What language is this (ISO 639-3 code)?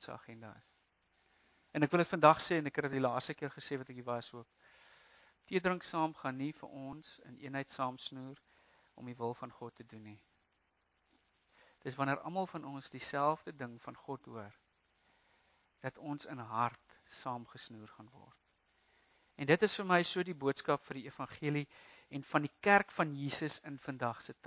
afr